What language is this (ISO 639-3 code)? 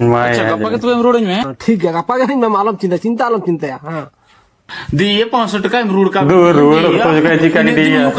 sat